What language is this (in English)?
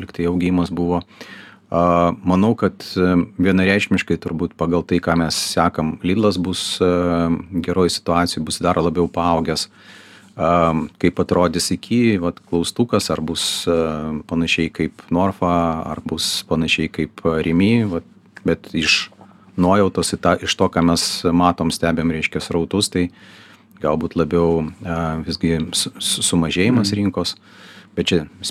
Lithuanian